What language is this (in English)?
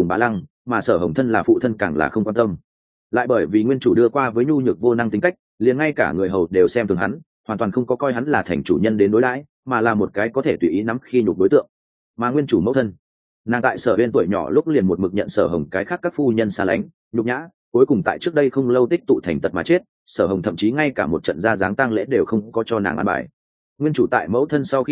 Vietnamese